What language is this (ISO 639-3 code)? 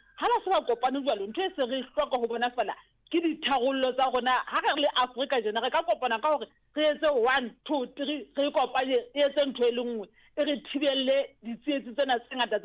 sot